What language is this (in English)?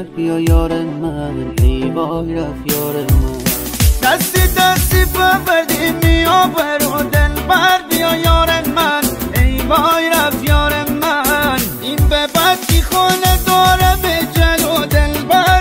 Persian